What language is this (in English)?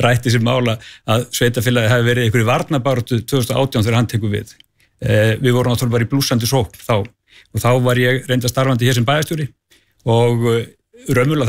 Icelandic